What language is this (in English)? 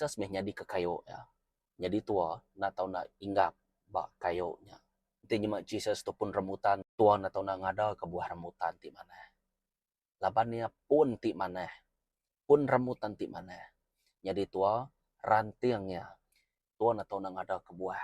Iban